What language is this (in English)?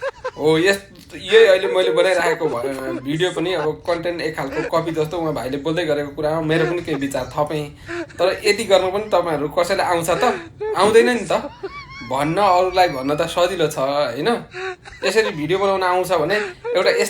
Nepali